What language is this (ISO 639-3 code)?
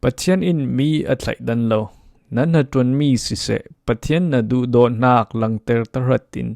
cfm